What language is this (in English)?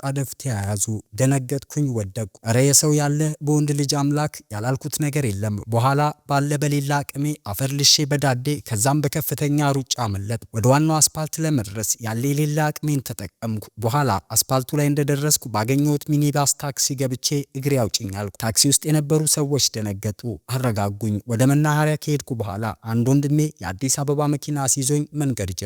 Amharic